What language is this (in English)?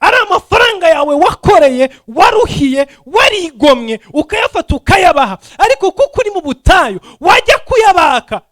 Kinyarwanda